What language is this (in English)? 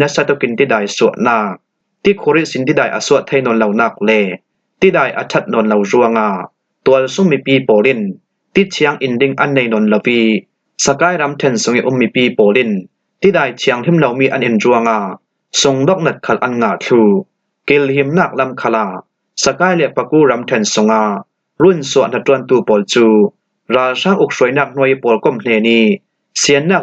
Falam Chin